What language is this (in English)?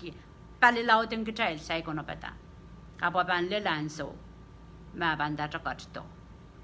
Pohnpeian